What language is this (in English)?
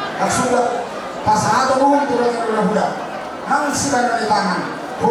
Batak Toba